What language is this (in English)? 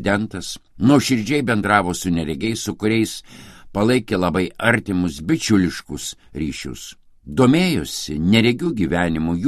Lithuanian